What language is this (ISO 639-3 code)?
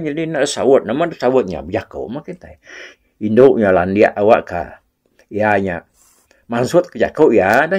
iba